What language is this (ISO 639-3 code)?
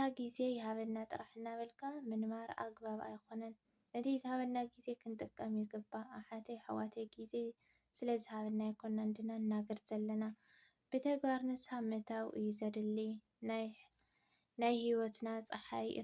tir